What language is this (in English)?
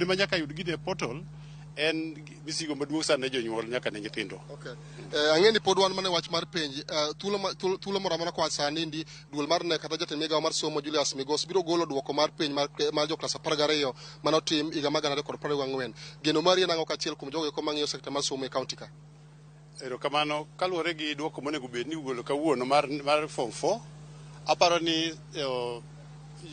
Luo (Kenya and Tanzania)